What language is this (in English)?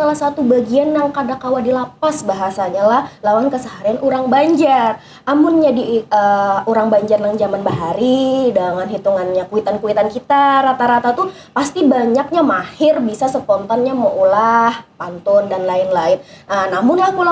Banjar